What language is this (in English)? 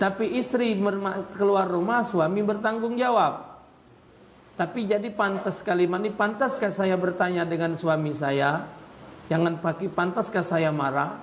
Musi